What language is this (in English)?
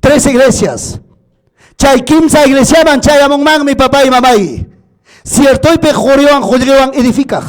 Ayacucho Quechua